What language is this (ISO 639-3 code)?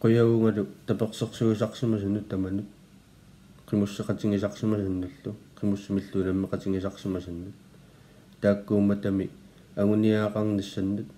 kal